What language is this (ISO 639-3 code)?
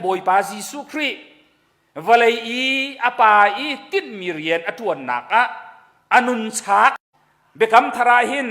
cnh